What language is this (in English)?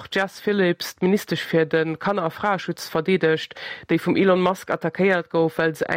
Luxembourgish